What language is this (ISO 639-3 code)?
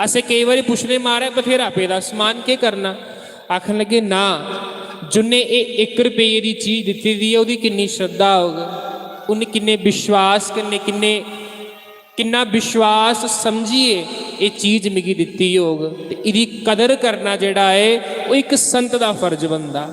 doi